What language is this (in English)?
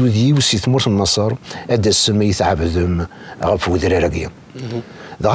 Kabyle